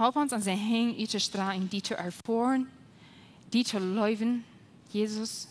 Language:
Plautdietsch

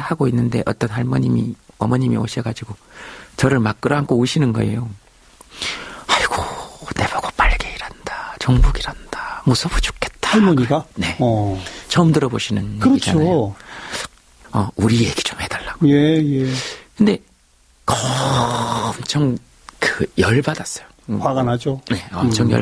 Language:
Korean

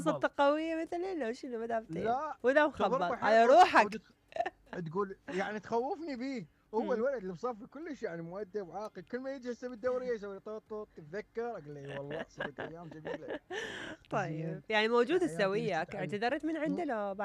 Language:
Mesopotamian Arabic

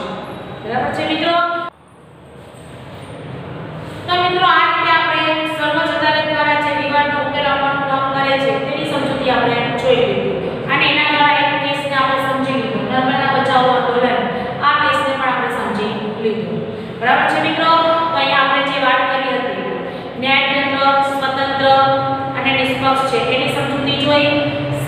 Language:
Gujarati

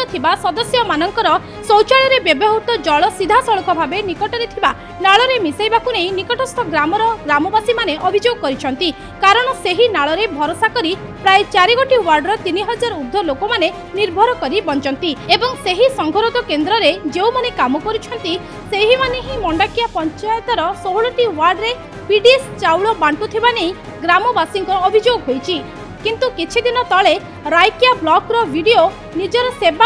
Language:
Odia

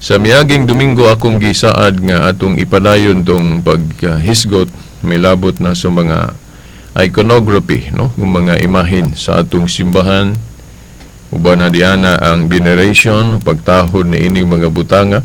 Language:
Cebuano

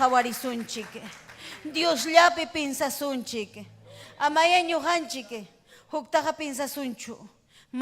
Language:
Ayacucho Quechua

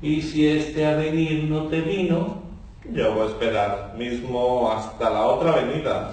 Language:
Ladino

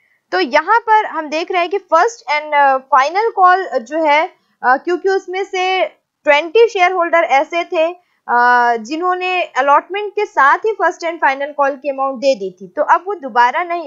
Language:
Hindi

